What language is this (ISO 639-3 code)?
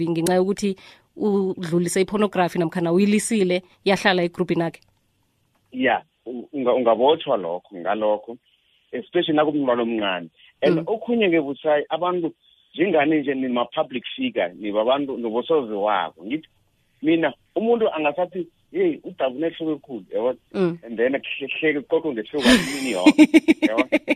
nbl